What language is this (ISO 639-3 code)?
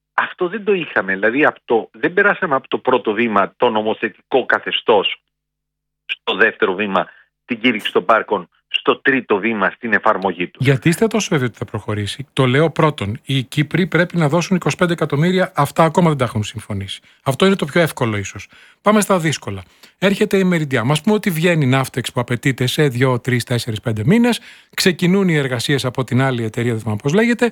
ell